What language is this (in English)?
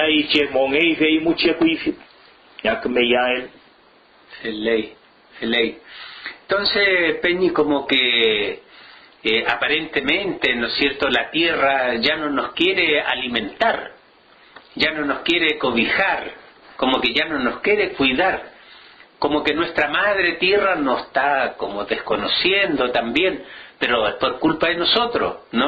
Mapuche